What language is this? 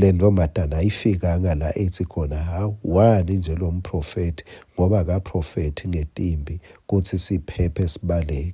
Swati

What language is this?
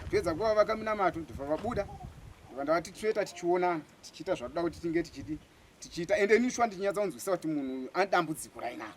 Shona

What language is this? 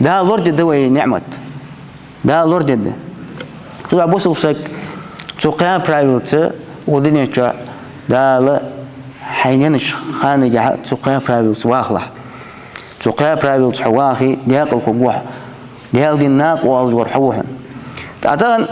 Ingush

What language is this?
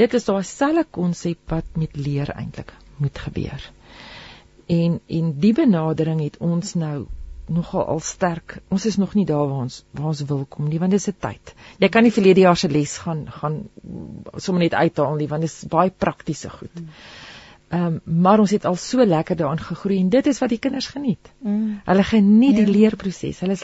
Afrikaans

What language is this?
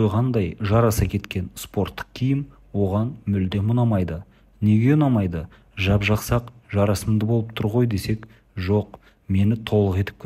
Kazakh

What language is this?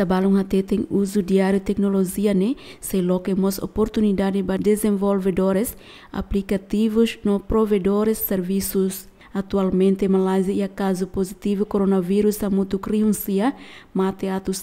Tetum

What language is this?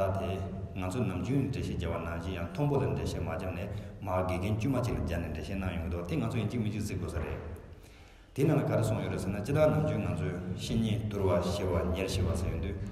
Tibetan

